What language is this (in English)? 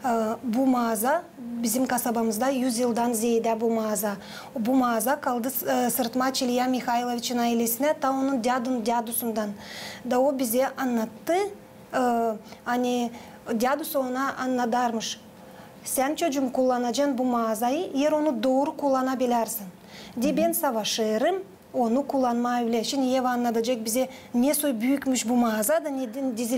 Gagauz